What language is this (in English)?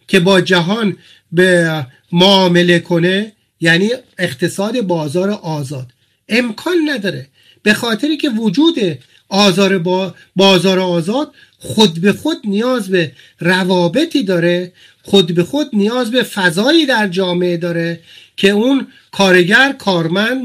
Persian